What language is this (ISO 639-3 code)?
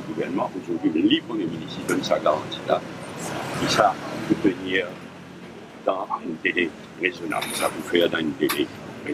mfe